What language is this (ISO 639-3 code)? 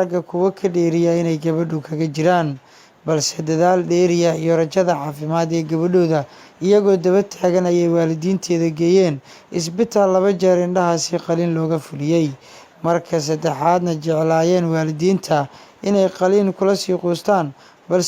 som